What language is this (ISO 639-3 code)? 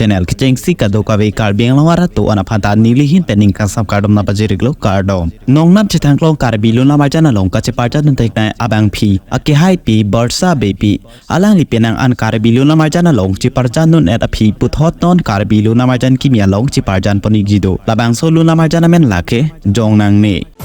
mjw